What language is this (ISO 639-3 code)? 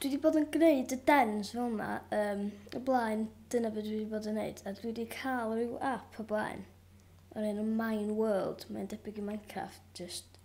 cym